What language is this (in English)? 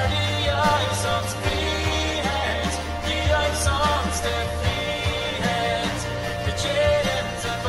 Plautdietsch